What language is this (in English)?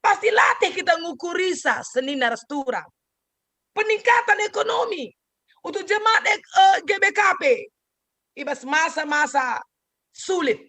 Batak Karo